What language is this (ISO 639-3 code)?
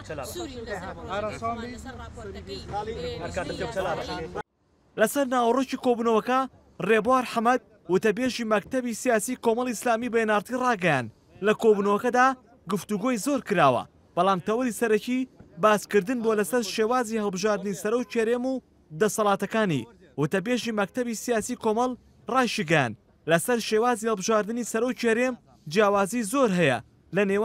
ckb